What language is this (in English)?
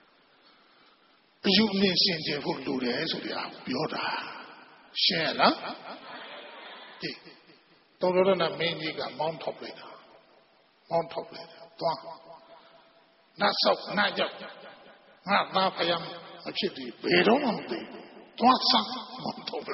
Burmese